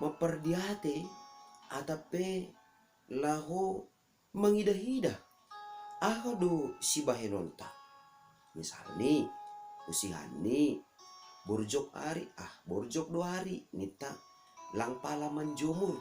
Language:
Batak Simalungun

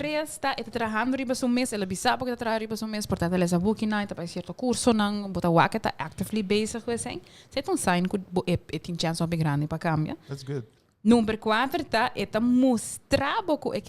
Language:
Papiamento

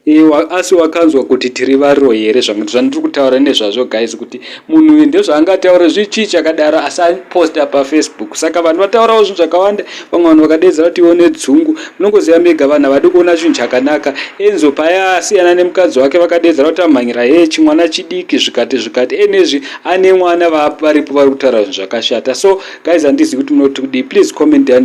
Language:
Shona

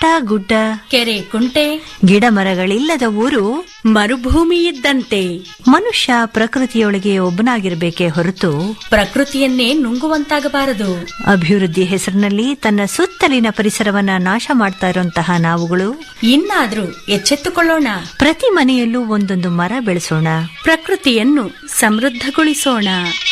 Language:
Kannada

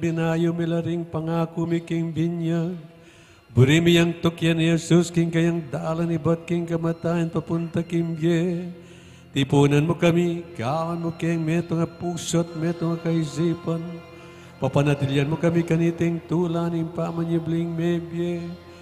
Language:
Pampanga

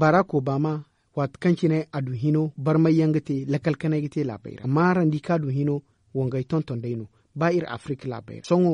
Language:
Zarma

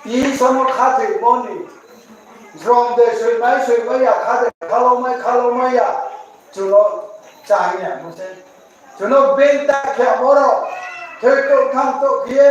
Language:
Riang (India)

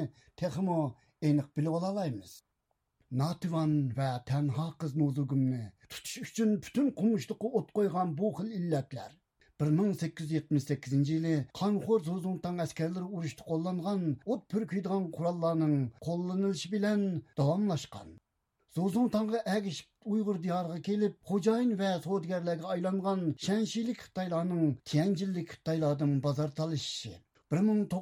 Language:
Uyghur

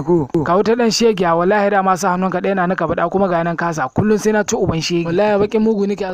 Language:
Hausa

